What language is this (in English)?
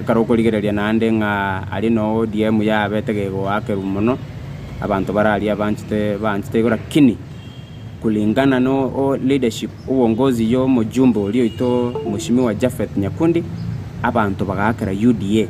Gusii